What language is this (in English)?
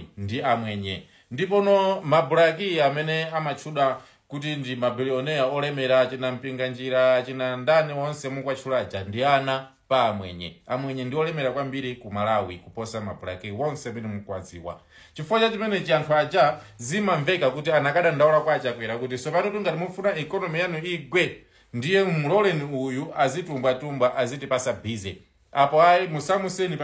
Nyanja